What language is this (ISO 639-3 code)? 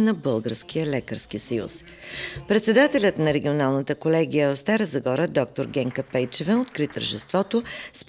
bul